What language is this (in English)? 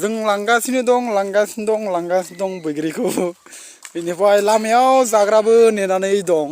Bodo